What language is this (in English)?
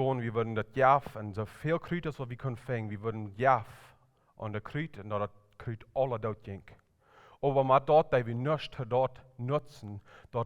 Plautdietsch